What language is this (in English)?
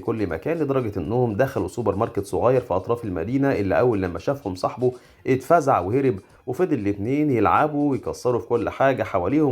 Egyptian Arabic